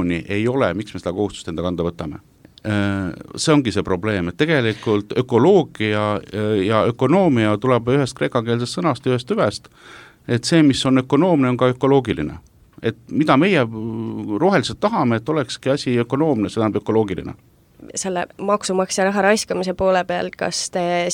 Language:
Estonian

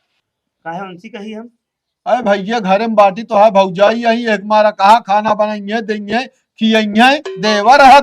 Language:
Awadhi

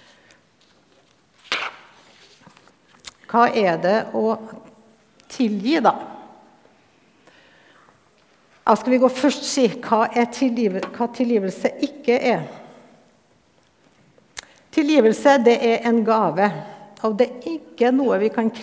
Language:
Norwegian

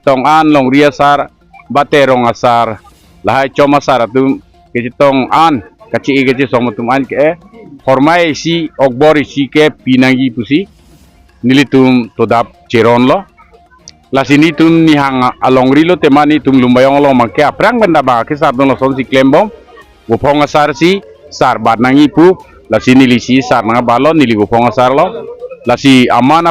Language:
Karbi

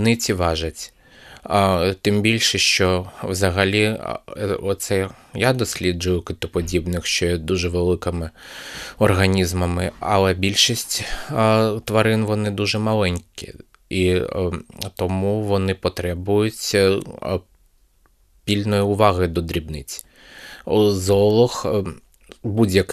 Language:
Ukrainian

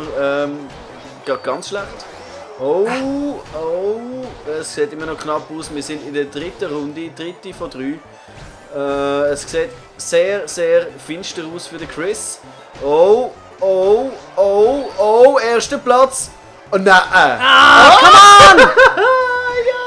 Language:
Swiss German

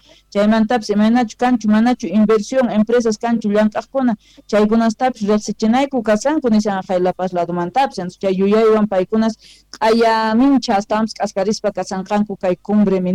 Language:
Quechua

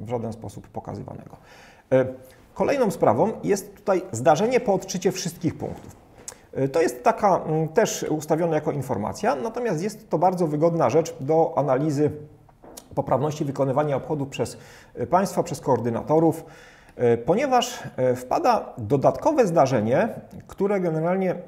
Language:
Polish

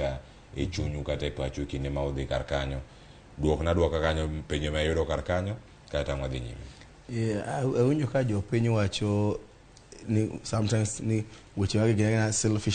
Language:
Luo (Kenya and Tanzania)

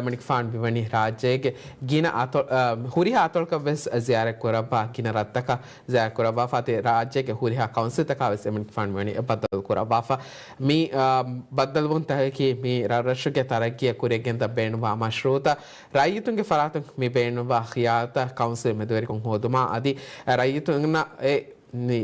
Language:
Divehi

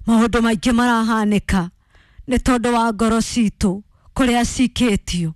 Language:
Kikuyu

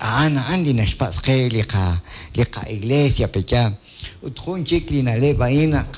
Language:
Kekchí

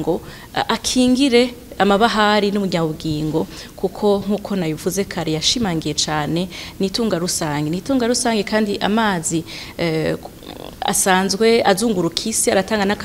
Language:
Rundi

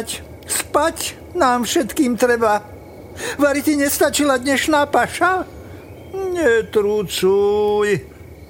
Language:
Slovak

